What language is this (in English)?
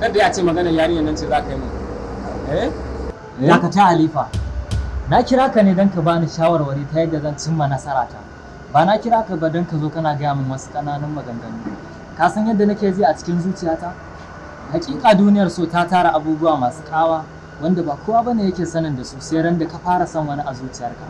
Hausa